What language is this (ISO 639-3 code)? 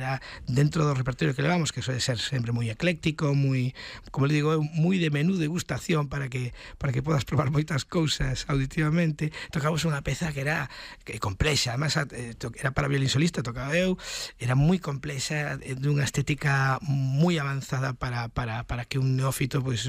glg